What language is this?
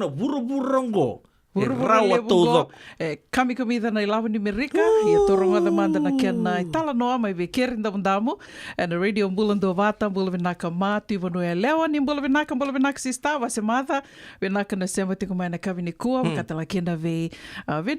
Fijian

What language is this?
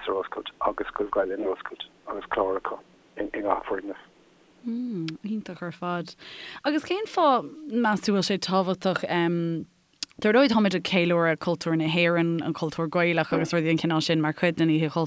Irish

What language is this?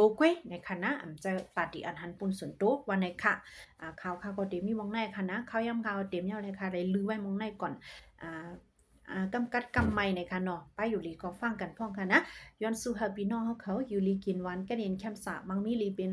Shan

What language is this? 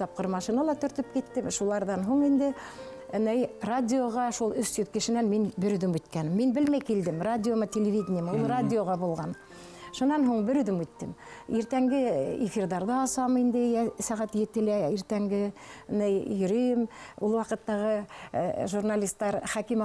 Bashkir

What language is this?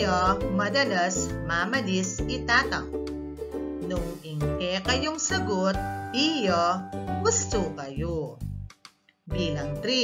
Pampanga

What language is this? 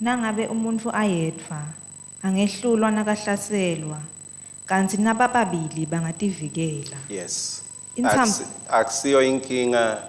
Swati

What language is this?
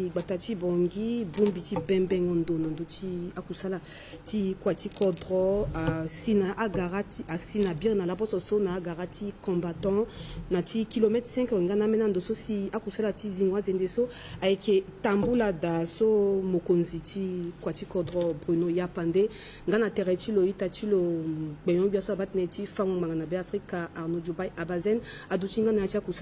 Sango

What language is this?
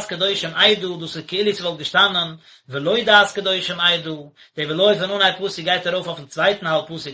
Yiddish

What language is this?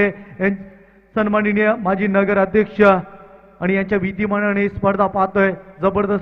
Marathi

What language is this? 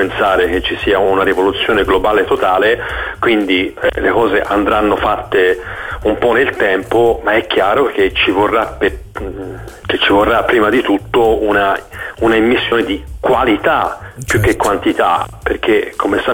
Italian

